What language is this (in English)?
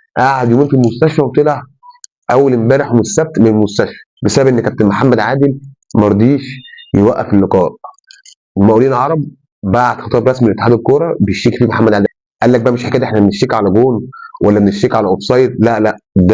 Egyptian Arabic